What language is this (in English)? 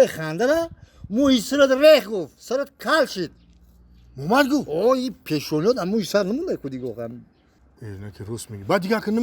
Tajik